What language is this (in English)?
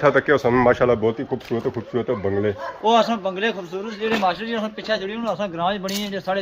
Pahari-Potwari